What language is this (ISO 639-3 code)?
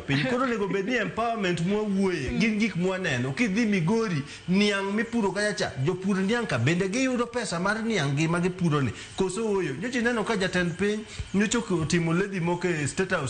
luo